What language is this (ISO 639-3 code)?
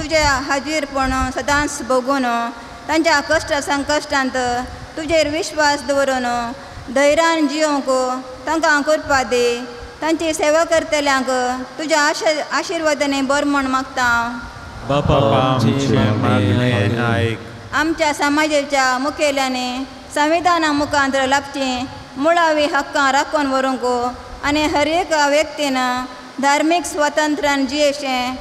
kok